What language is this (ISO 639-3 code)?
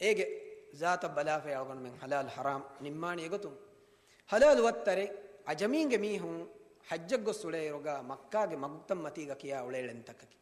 div